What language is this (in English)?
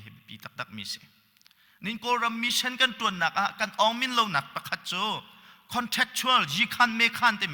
Hakha Chin